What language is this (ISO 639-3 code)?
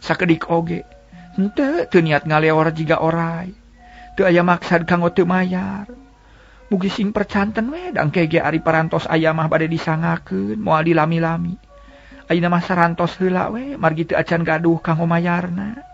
sun